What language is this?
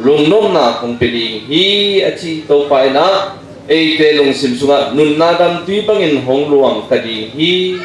Tedim Chin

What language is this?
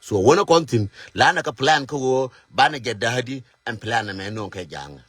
Nuer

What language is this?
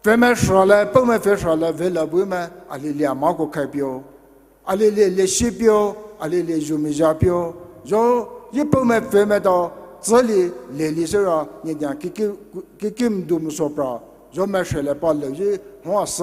Poumei Naga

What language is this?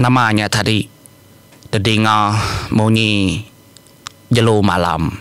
Iban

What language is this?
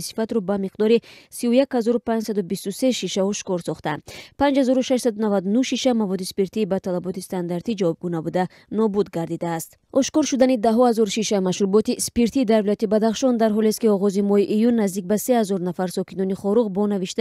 Tajik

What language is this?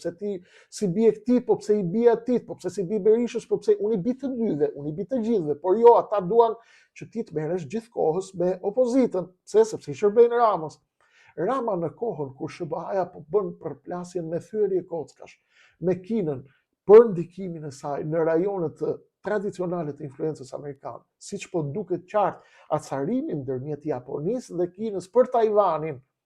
Albanian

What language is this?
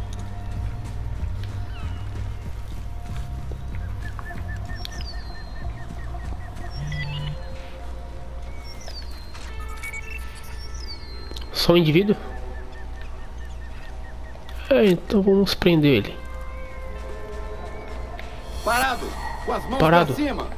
Portuguese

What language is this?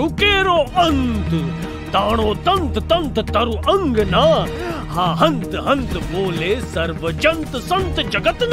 Gujarati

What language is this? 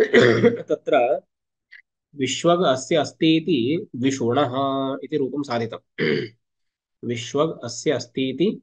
Sanskrit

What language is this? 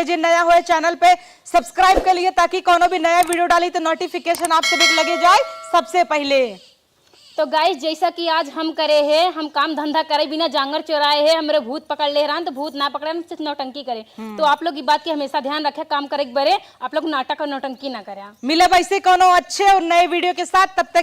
Awadhi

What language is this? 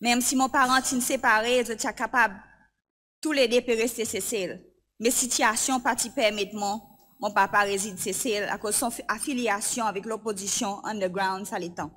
Seselwa Creole French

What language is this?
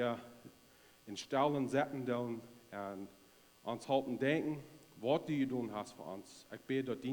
Plautdietsch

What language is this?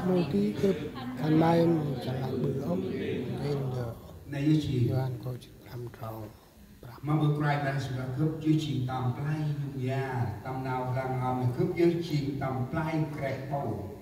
Central Mnong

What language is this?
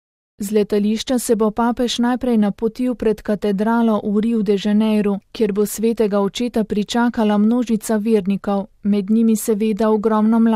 Slovenian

